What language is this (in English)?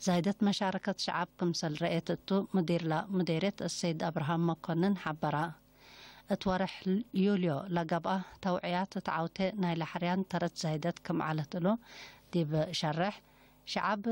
Tigre